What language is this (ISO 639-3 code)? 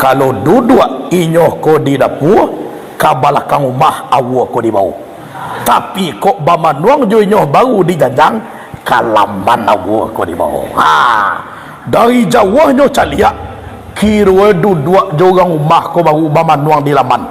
min